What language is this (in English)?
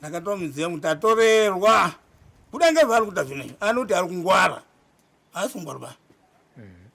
Shona